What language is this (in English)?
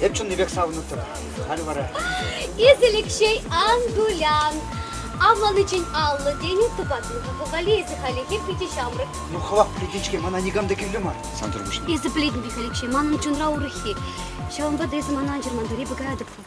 Chuvash